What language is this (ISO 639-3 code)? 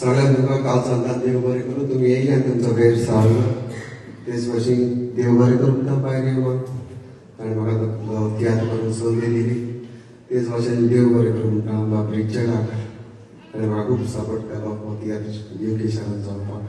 kok